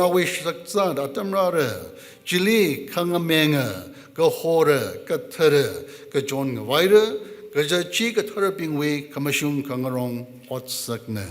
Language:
Tangkhul Naga (India)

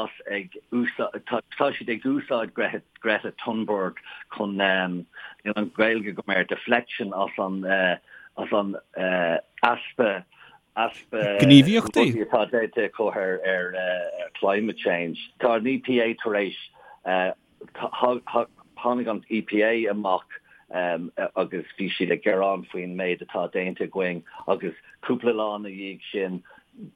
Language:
Irish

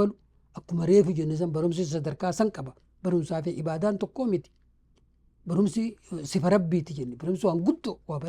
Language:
Oromo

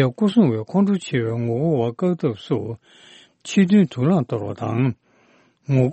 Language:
Tibetan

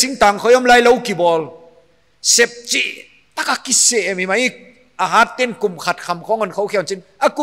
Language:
Paite Chin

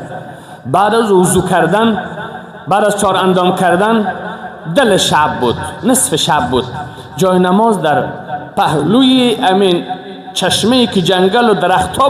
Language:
Persian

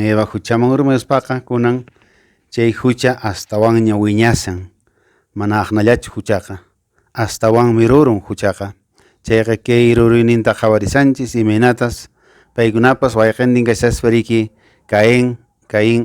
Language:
Quechua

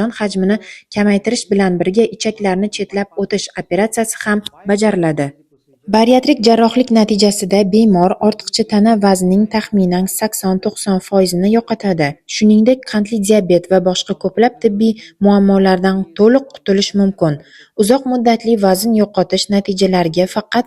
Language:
Uzbek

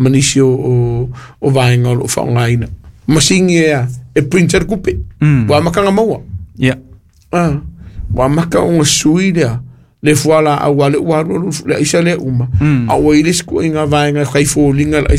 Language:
Samoan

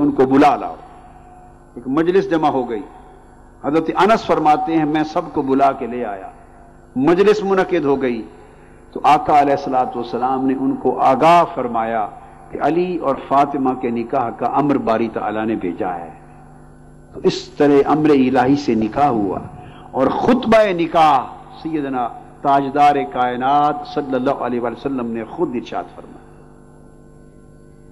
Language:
Urdu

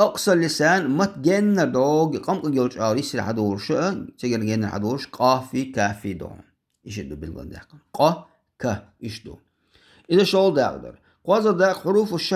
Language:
Chechen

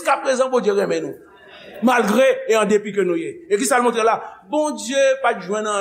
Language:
Haitian Creole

